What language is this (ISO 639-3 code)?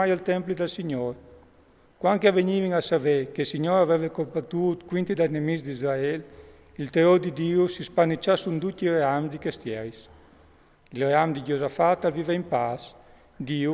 fur